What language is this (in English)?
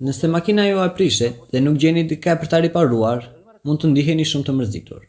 Albanian